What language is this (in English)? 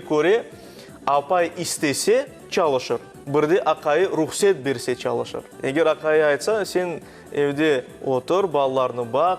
Crimean Tatar